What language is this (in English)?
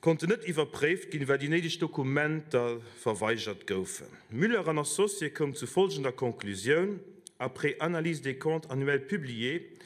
Luxembourgish